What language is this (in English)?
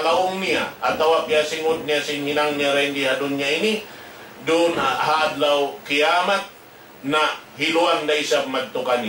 Tausug